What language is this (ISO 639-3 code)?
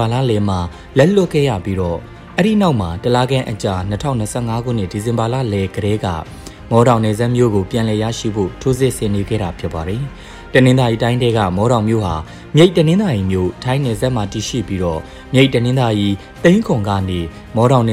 mya